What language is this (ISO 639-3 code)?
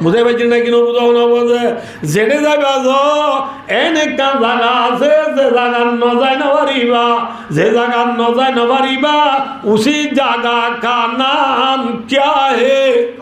rhg